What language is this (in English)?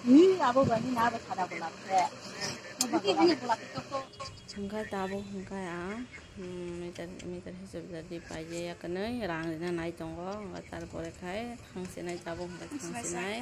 Kok Borok